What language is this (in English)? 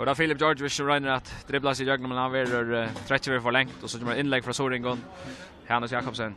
Faroese